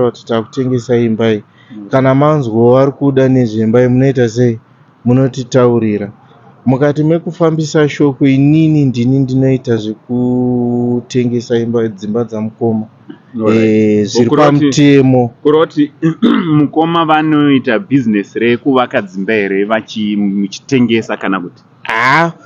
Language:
Shona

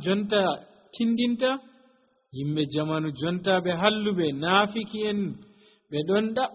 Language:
Nigerian Fulfulde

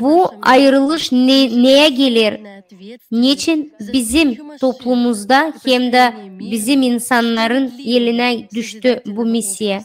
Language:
Gagauz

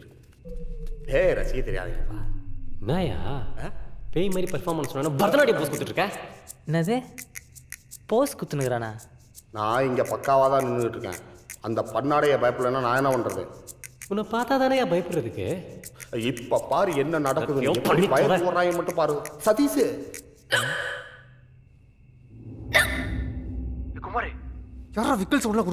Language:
Tamil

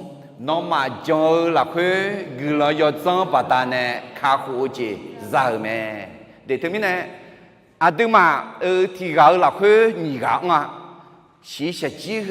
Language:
Akha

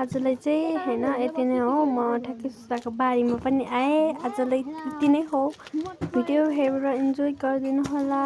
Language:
Nepali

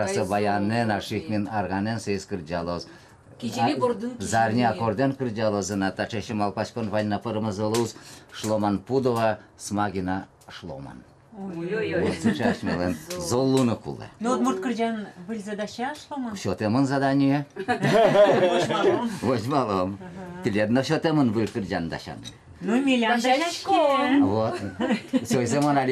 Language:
Udmurt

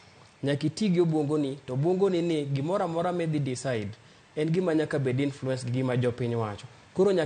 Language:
Luo (Kenya and Tanzania)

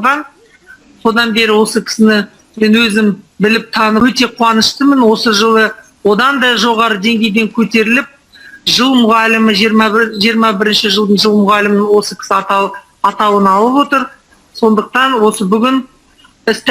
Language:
Kazakh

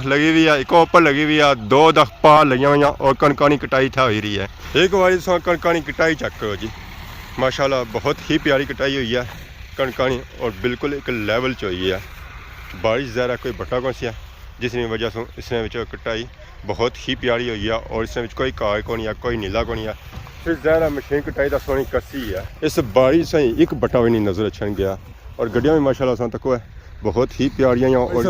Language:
Pahari-Potwari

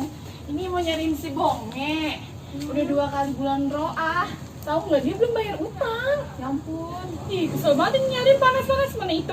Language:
Betawi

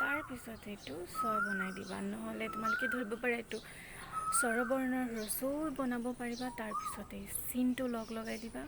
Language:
Assamese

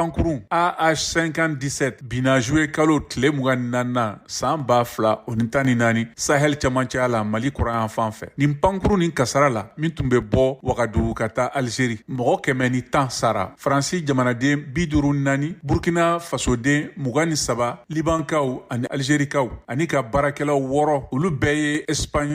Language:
Bambara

